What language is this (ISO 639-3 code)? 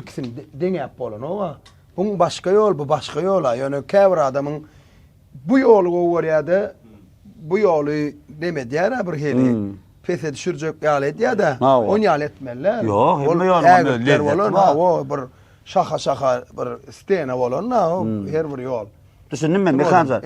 tuk